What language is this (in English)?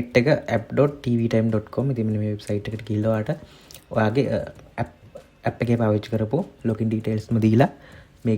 Sinhala